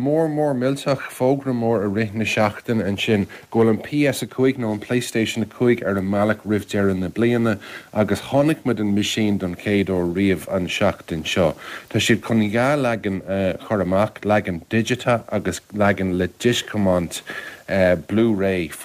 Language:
Irish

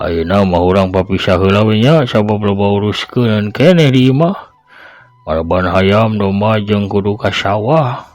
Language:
Sundanese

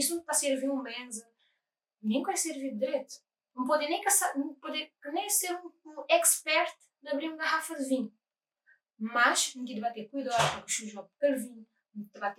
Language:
Kabuverdianu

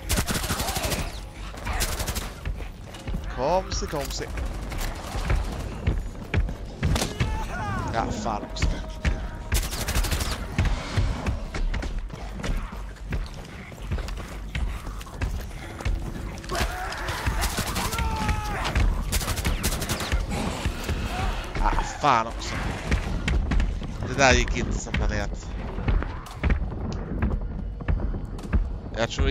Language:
Swedish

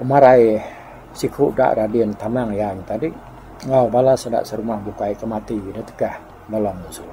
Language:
Iban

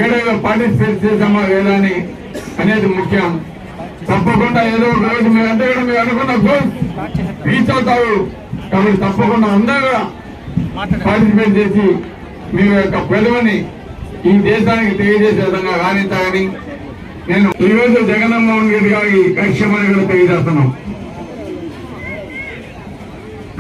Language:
Telugu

